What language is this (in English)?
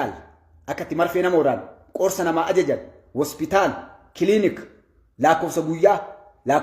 Oromo